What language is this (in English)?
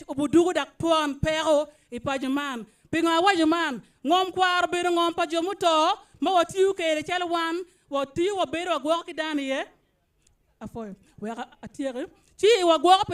Acoli